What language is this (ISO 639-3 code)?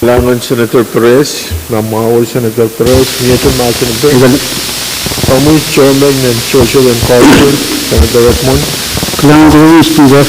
pon